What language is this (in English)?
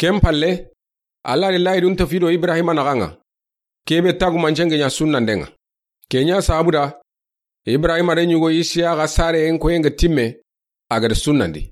Soninke